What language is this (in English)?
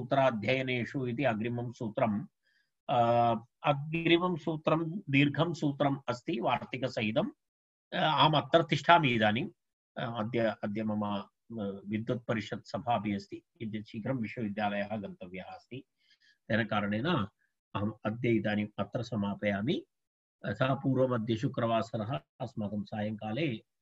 Sanskrit